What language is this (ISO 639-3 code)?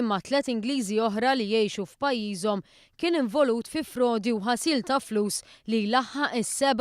mlt